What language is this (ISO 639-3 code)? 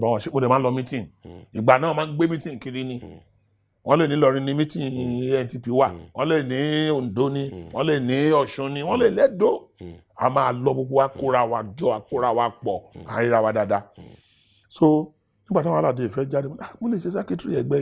yor